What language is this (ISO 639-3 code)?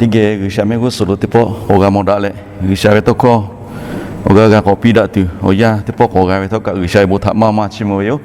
lhu